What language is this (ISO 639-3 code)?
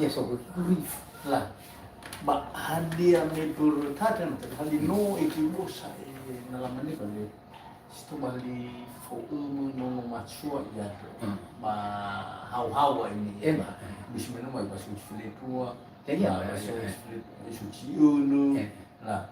nia